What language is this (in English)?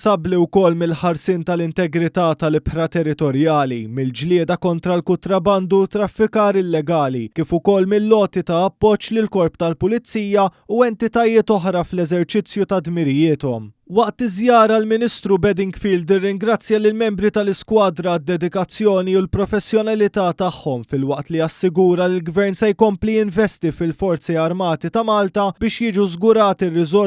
Maltese